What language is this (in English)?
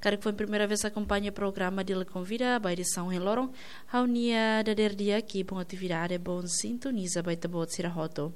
Tetum